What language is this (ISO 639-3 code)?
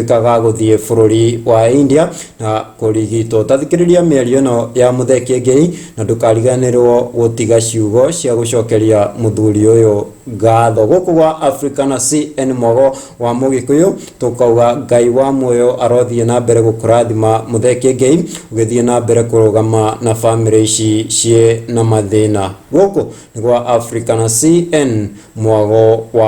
kik